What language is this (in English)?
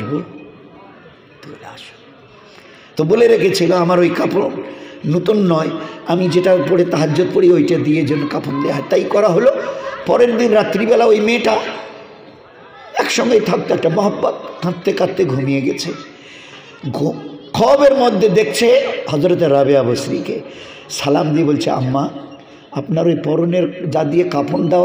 Bangla